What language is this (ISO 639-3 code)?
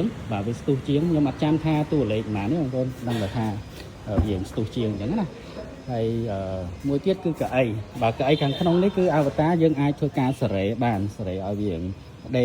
khm